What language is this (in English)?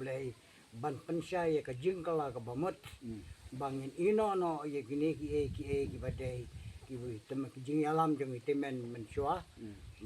Khasi